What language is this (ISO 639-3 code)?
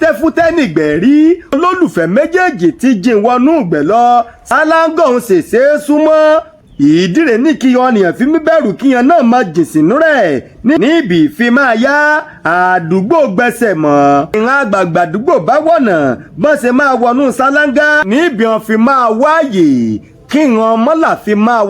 yor